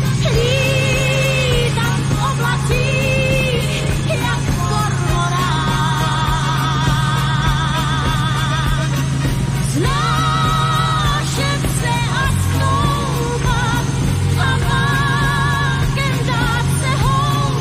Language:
Czech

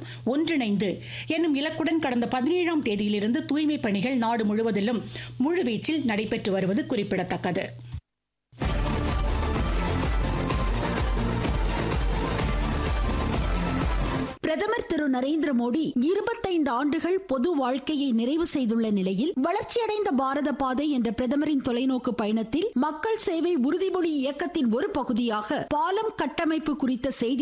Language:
Tamil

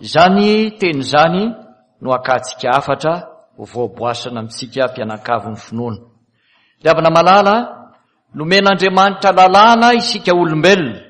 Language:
Malagasy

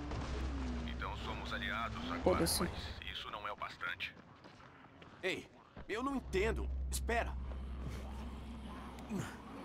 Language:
Portuguese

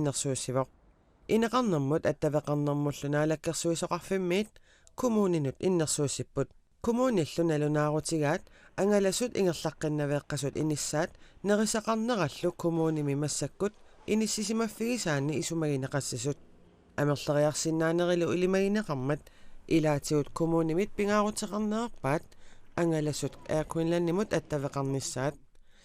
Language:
Kalaallisut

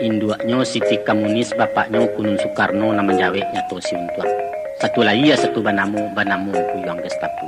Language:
Minangkabau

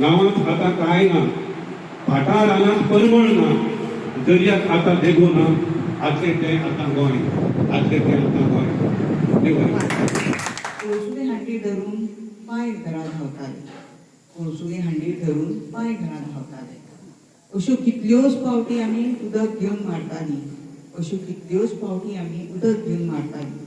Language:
Konkani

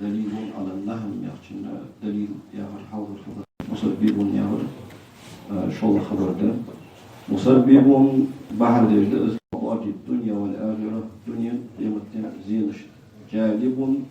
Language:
Ingush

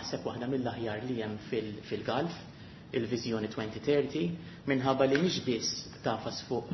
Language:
Maltese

